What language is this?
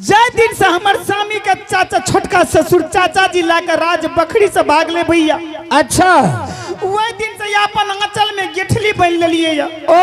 Angika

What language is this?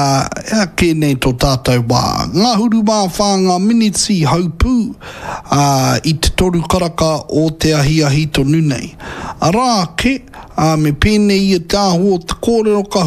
Māori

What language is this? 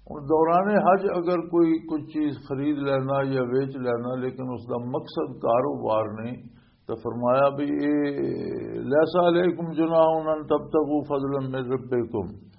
Western Panjabi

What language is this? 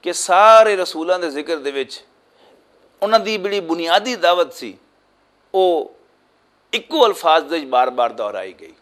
Western Panjabi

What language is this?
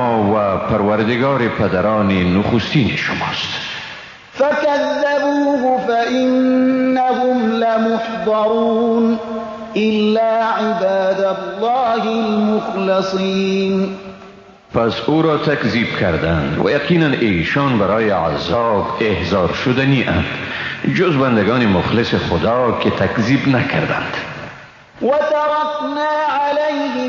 Persian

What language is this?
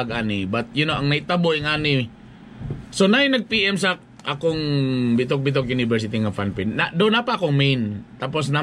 Cebuano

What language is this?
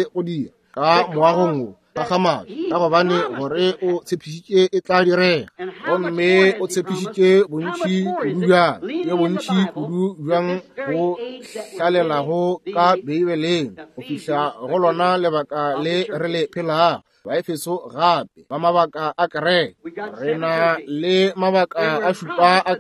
Northern Sotho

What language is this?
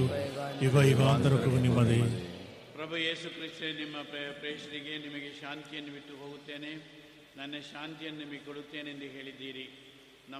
Kannada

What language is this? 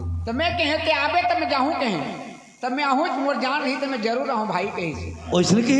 Chhattisgarhi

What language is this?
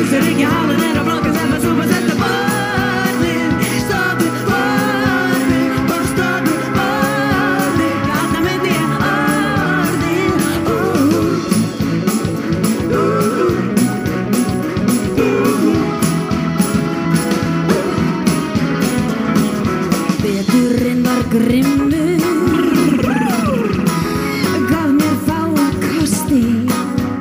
Icelandic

